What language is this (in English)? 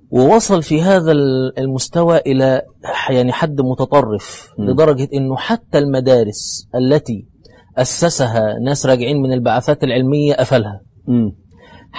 Egyptian Arabic